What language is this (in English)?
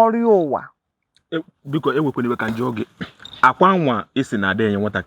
Igbo